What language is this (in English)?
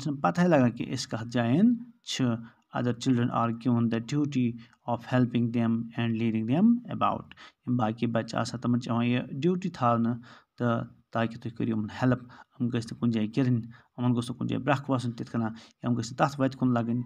Kashmiri